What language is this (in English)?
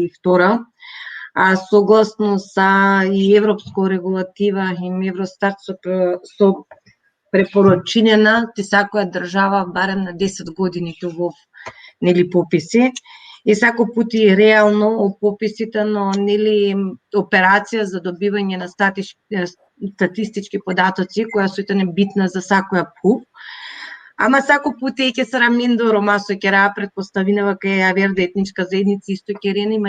Balkan Romani